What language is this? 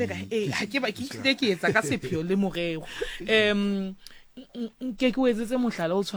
Southern Sotho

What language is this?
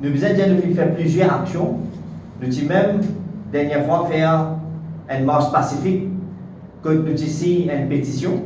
Morisyen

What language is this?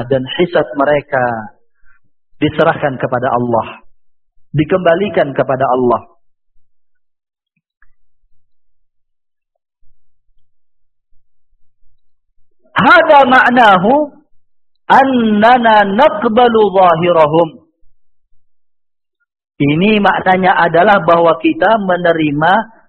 Indonesian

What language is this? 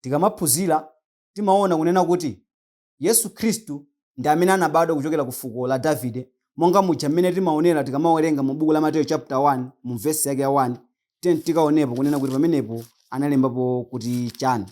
Nyanja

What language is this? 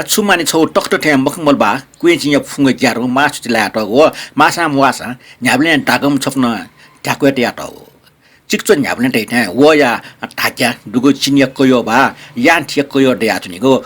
Newari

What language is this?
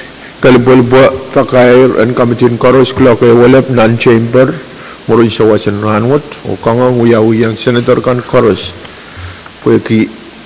Pohnpeian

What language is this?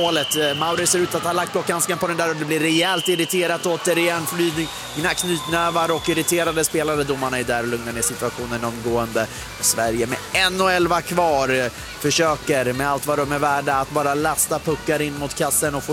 Swedish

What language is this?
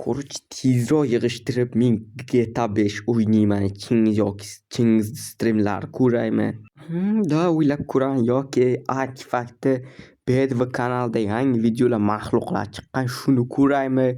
Uzbek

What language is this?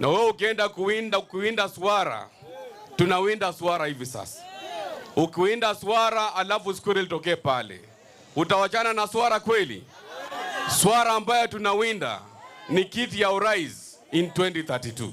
Gusii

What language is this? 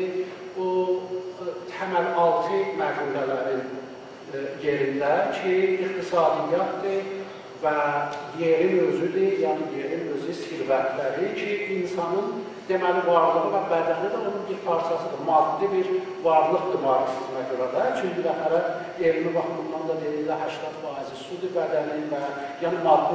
South Azerbaijani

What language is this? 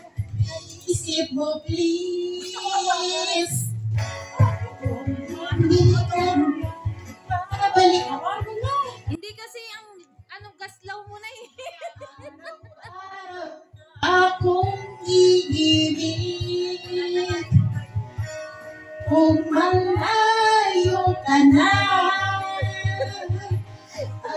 Filipino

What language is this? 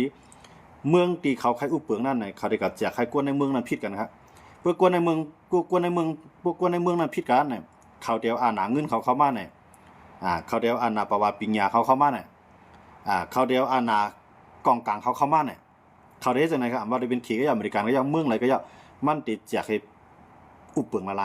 Shan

